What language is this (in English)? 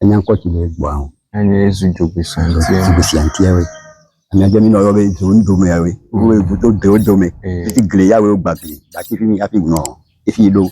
Ewe